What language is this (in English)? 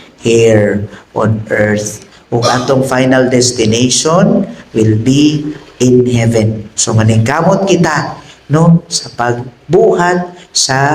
Cebuano